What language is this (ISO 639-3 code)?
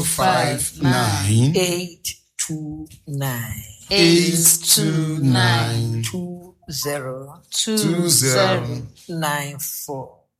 aka